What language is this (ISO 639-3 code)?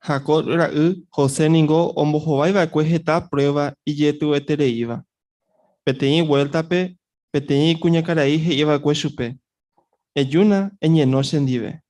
grn